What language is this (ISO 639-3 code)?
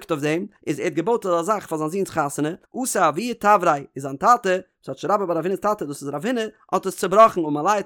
yid